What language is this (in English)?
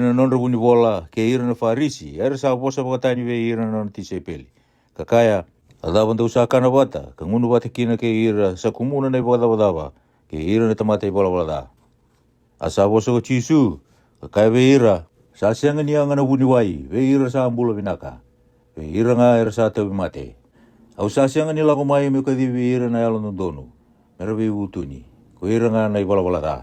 Fijian